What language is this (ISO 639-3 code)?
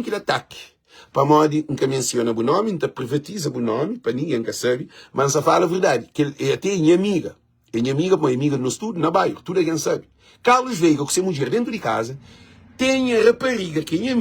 kea